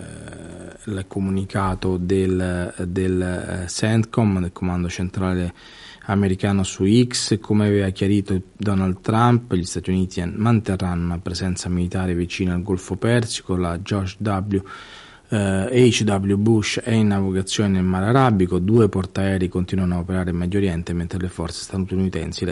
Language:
Italian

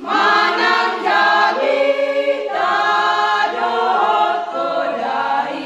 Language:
Batak Toba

